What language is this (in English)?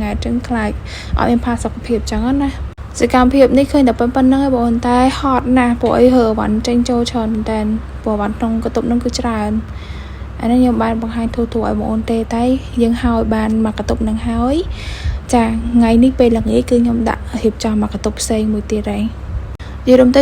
Khmer